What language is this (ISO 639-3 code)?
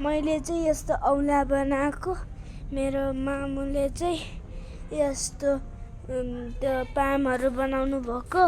nep